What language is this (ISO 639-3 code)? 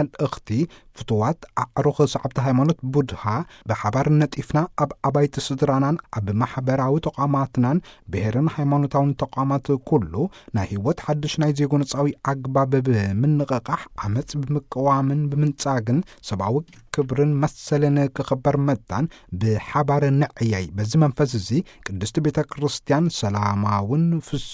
tir